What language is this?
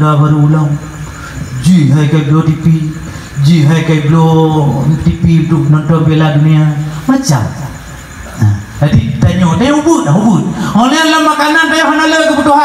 Achinese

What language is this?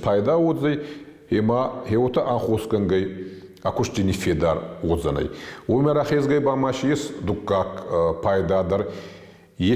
Ossetic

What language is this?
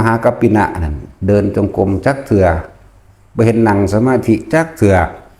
Northeastern Thai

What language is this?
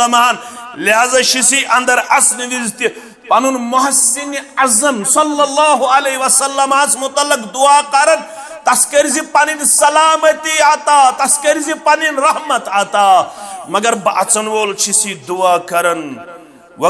Kashmiri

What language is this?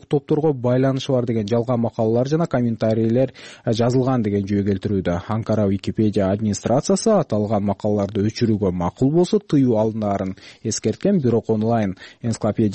Kyrgyz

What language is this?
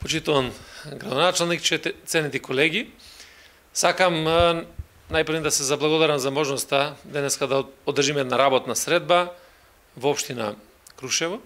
Macedonian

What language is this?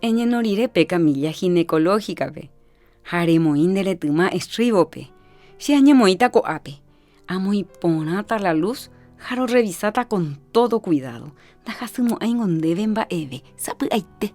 Guarani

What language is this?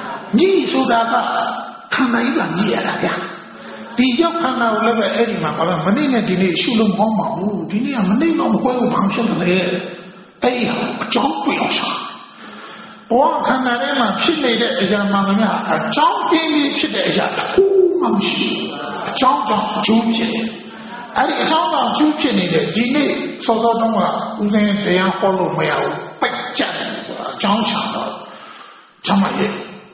Burmese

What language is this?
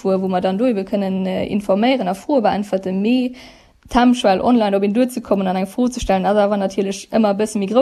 Luxembourgish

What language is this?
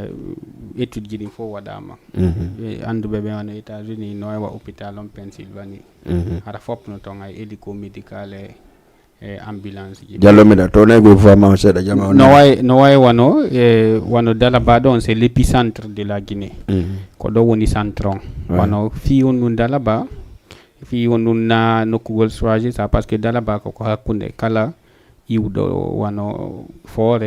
Fula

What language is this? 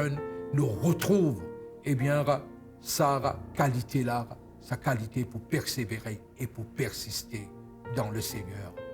Morisyen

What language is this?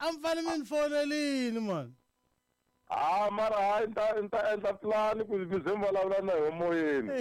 Tsonga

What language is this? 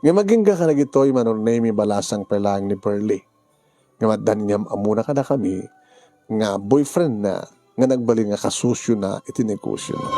Iloko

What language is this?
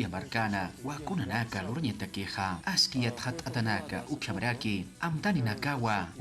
Aymara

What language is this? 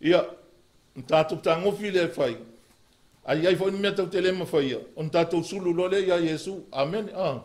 Samoan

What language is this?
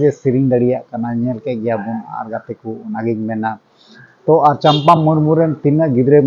Santali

